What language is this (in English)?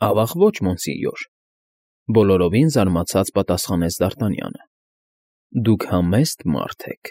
Armenian